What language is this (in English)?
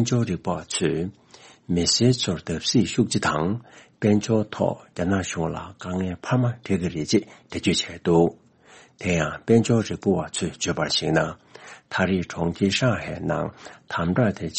Tibetan